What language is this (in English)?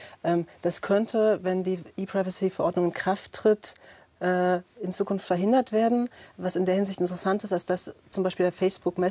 German